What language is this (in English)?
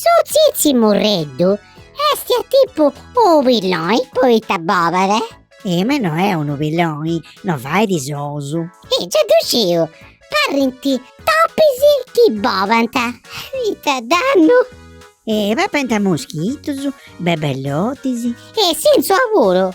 Sardinian